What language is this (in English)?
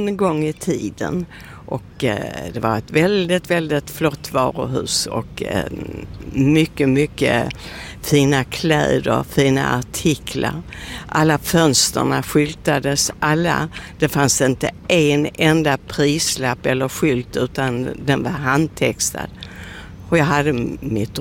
Swedish